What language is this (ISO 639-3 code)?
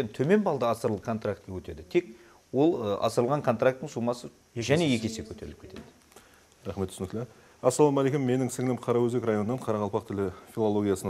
kaa